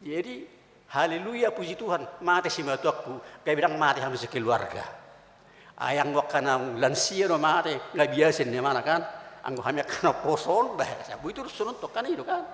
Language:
Batak Toba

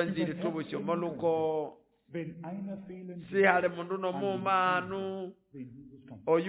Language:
Nande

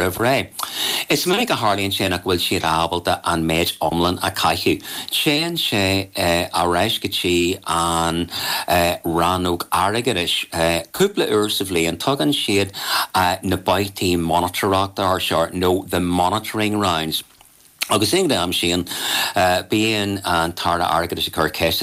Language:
Irish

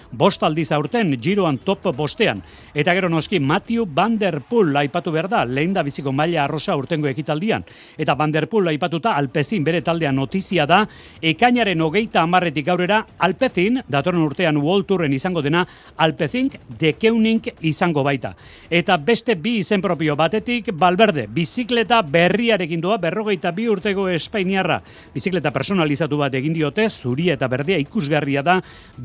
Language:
Basque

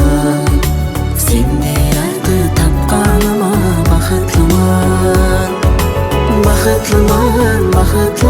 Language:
Kara-Kalpak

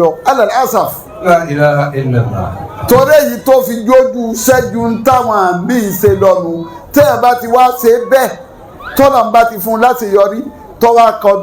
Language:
Yoruba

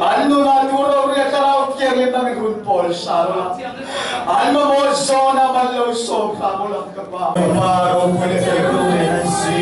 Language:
Falam Chin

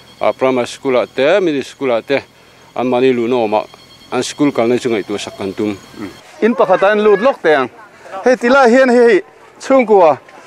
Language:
Mizo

